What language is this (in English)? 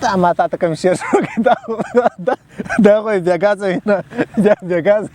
Pashto